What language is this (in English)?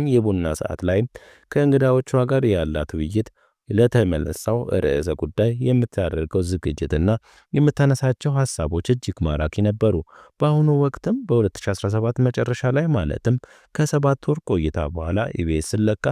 Amharic